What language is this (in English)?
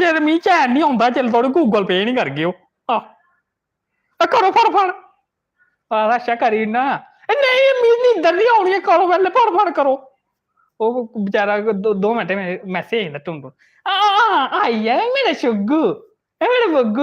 Dogri